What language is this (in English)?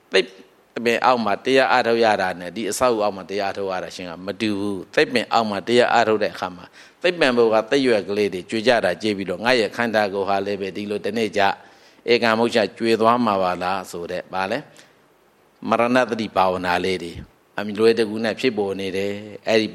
Burmese